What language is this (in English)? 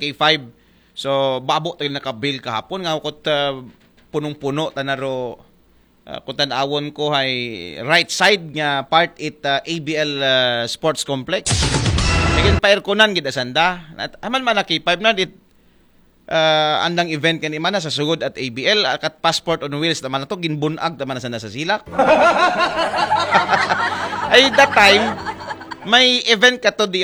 Aklanon